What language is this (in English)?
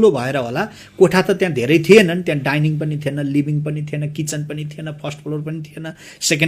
Nepali